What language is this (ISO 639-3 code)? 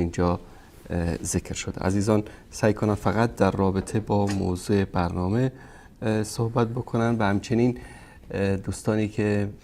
fas